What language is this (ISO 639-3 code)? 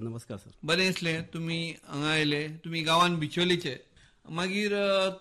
kok